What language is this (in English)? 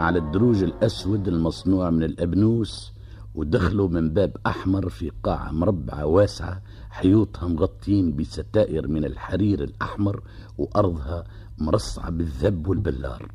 Tunisian Arabic